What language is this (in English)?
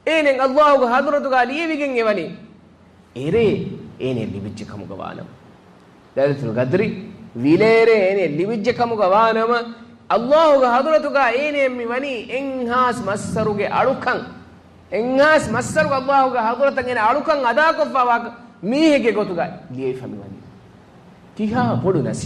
Divehi